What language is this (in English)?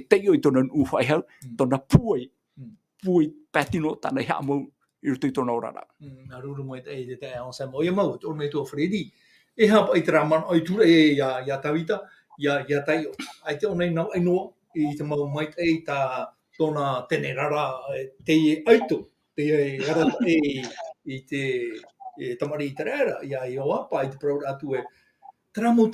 Tahitian